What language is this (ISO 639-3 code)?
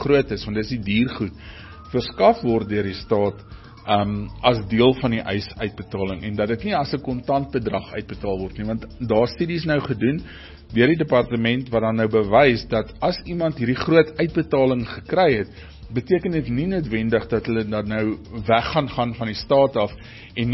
afr